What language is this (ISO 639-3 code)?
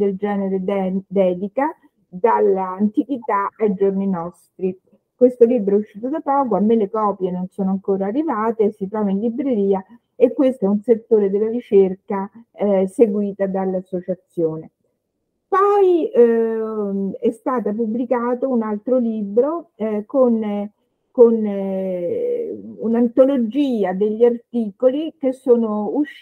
ita